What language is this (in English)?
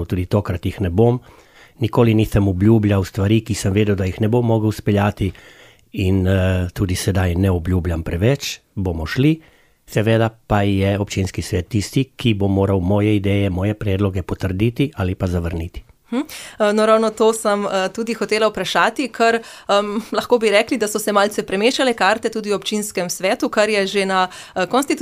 Slovenian